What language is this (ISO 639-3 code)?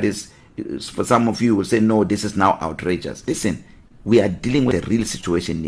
eng